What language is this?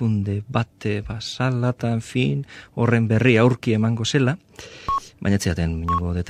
Basque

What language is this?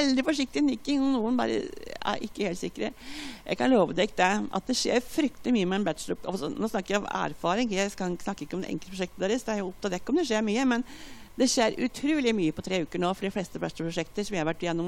Norwegian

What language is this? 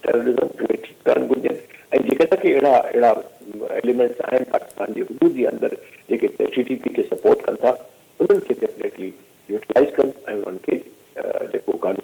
Sindhi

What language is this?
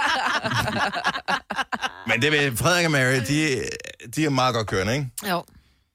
Danish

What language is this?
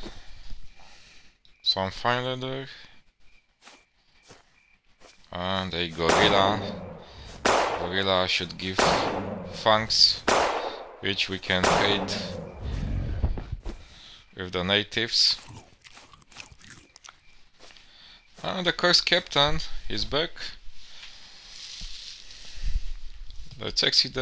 English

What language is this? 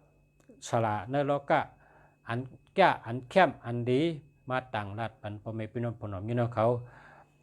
Shan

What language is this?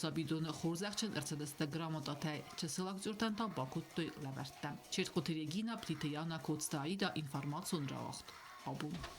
Ossetic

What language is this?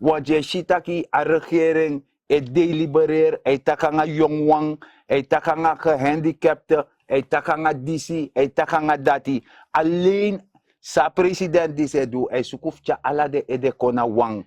Sranan Tongo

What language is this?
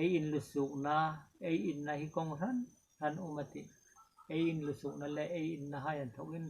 Hmar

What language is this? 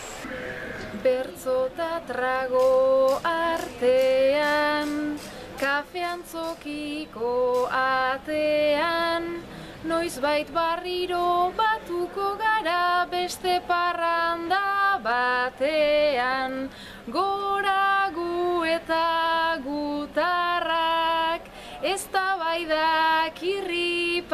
Basque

